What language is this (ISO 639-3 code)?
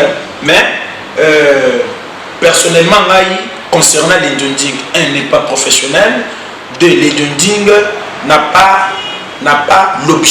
lin